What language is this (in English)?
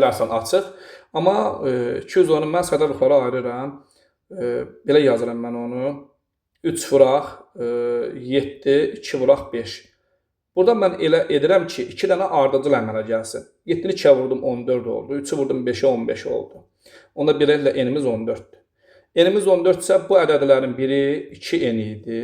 Azerbaijani